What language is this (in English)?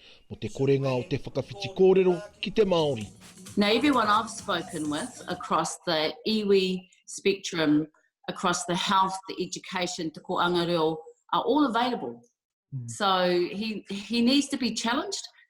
Māori